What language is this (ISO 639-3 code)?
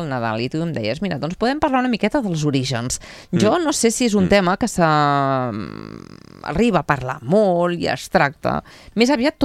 cat